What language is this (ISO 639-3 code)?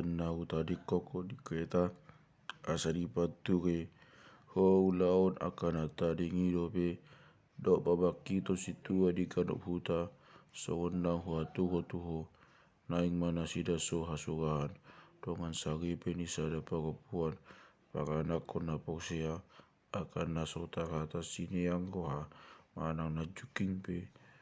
bbc